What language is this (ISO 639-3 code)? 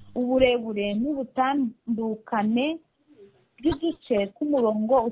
kin